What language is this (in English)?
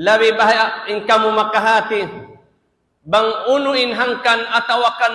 Tausug